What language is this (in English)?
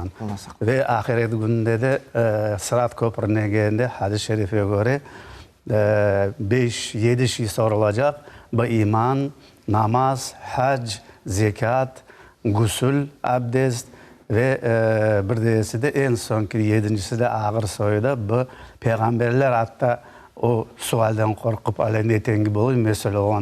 Crimean Tatar